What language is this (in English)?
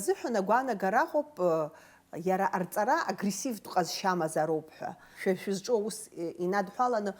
Abkhazian